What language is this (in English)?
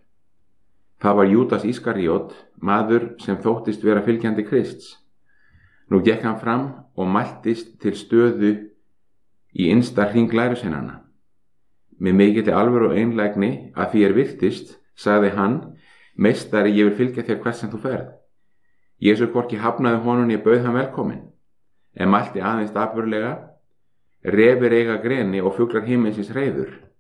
Icelandic